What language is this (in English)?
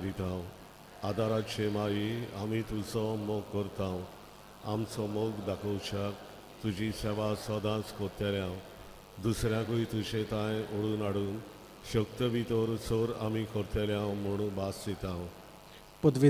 Konkani